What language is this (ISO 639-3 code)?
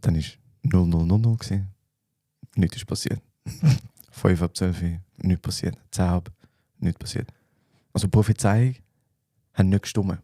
gsw